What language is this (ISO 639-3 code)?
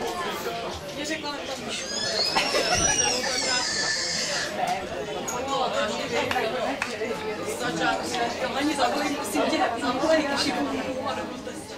ces